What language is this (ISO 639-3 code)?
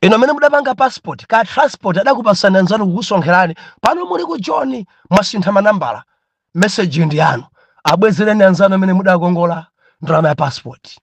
nya